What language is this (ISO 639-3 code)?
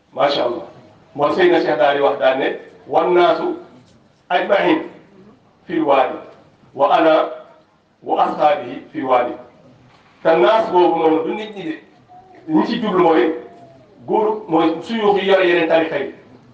wol